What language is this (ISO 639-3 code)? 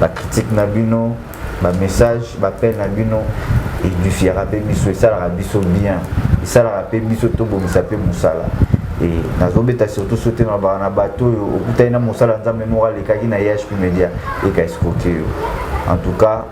lin